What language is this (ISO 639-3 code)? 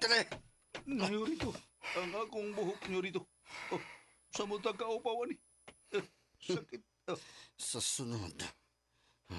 ceb